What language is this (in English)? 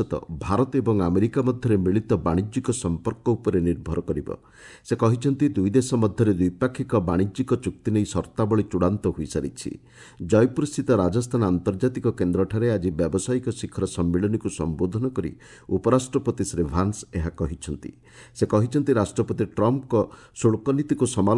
Odia